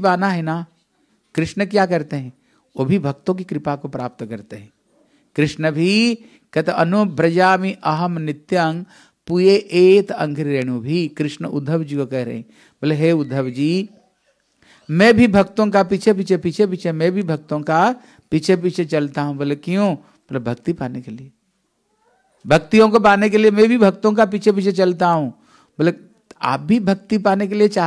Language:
Hindi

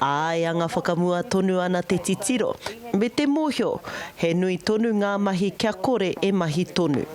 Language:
Māori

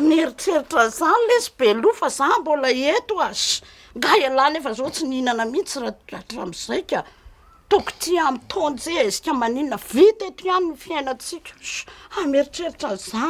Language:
Malagasy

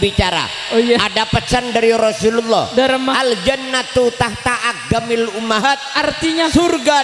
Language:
Madurese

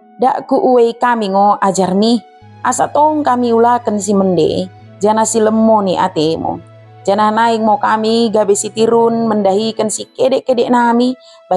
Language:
Batak Dairi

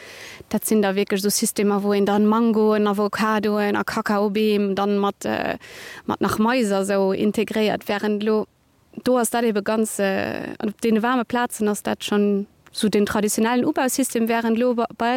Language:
Luxembourgish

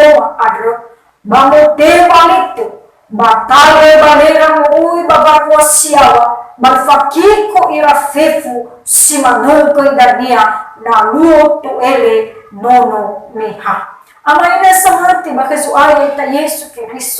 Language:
Nias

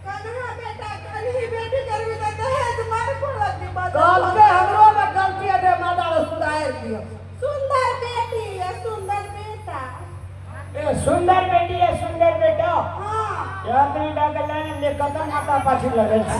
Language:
Maithili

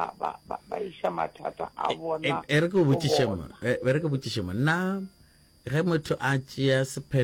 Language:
Northern Sotho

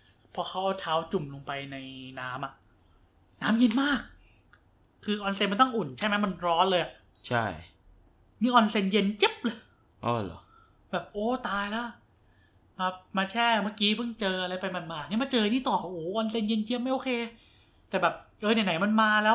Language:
Thai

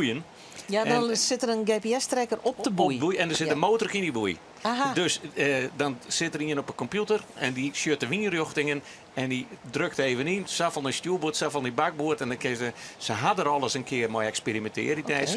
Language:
Western Frisian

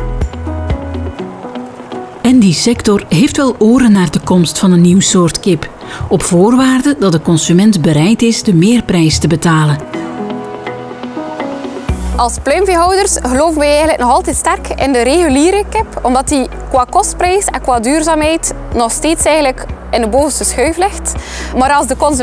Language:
Dutch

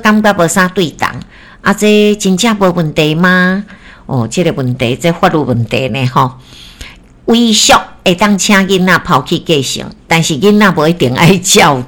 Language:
Min Nan Chinese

